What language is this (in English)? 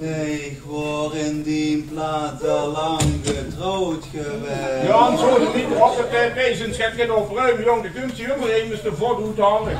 Limburgish